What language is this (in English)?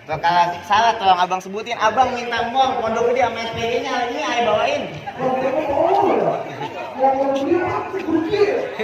Betawi